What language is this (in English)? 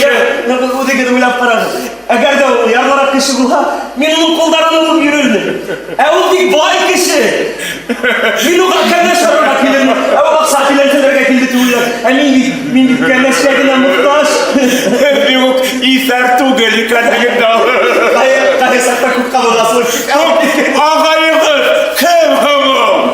Bashkir